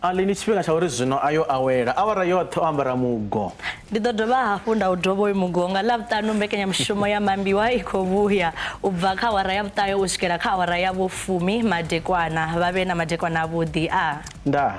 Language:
Venda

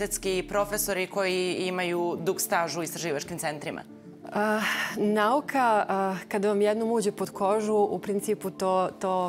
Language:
Serbian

